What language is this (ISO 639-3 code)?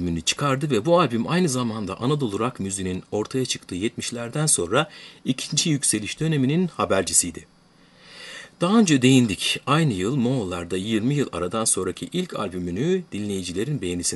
tur